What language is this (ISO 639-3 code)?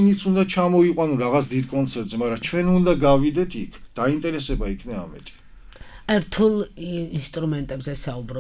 kat